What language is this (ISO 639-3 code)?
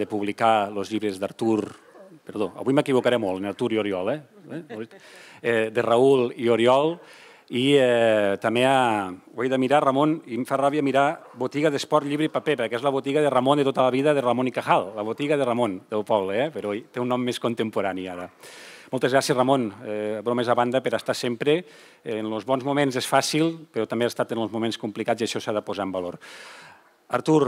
cat